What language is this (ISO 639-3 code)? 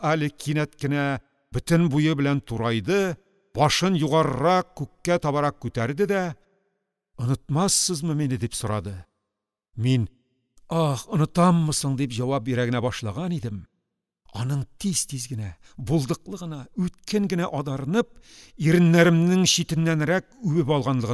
tat